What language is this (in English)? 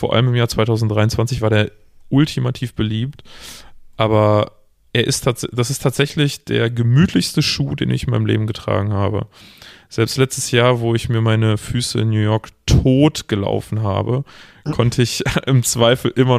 German